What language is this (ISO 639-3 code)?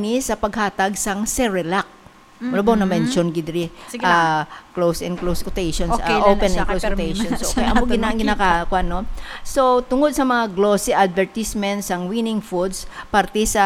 hil